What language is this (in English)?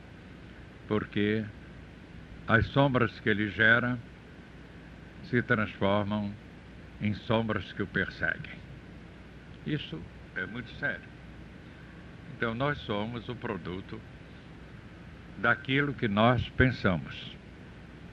Portuguese